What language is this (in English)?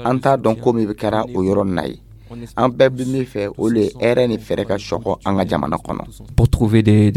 Dyula